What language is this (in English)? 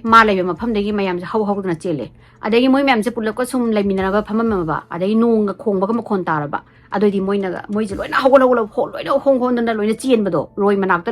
Manipuri